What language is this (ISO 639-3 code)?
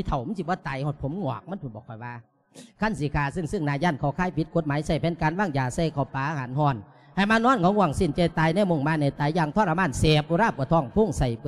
lao